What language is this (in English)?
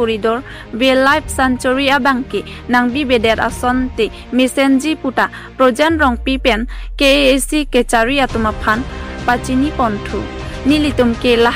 Karbi